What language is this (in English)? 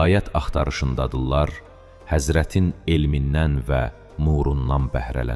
Azerbaijani